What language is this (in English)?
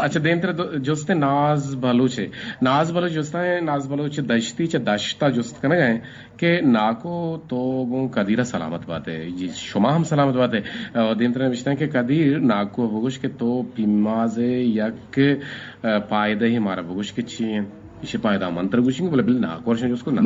Eastern Balochi